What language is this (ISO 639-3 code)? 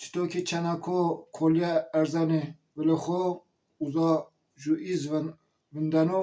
zza